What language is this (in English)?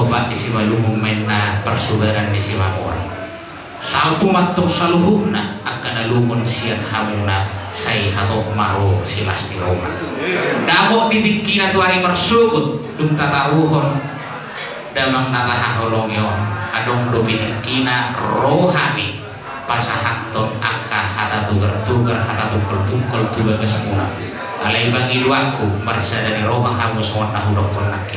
Batak Toba